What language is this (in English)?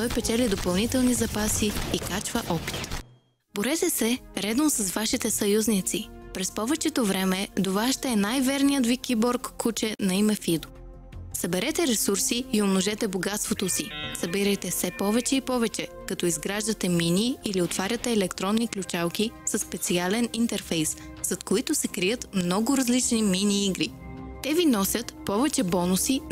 Bulgarian